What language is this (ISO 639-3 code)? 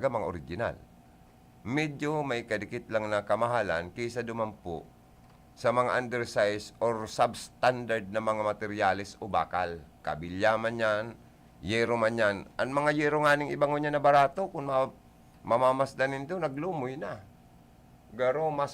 bik